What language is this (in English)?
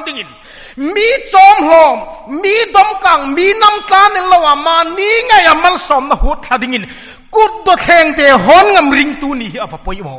Hmar